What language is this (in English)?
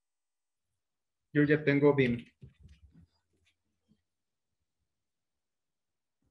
Spanish